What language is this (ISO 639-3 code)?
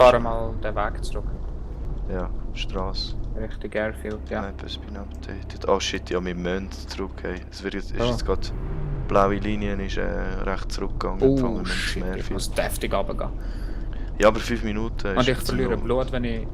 gsw